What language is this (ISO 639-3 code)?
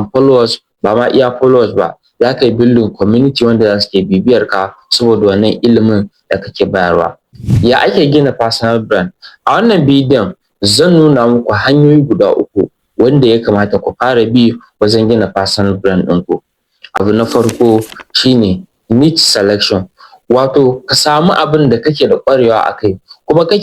hau